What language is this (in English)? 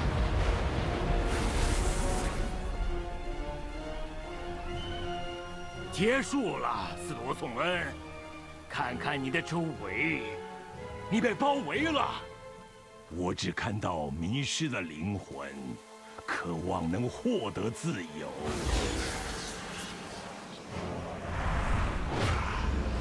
Chinese